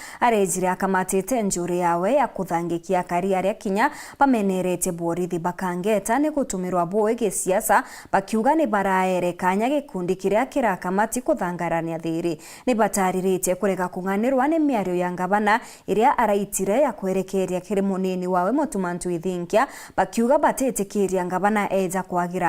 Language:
Meru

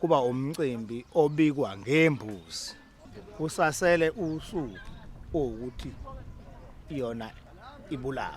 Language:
Zulu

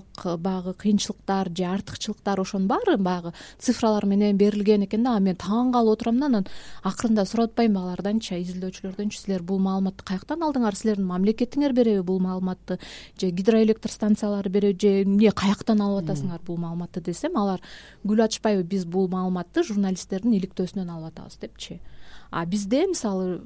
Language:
Kyrgyz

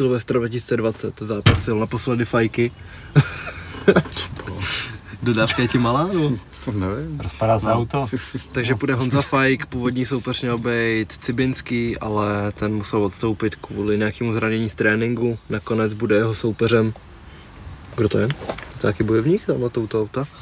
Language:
Czech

